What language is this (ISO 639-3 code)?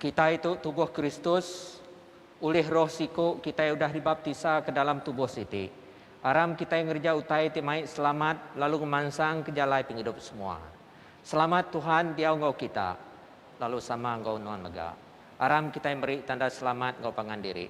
iba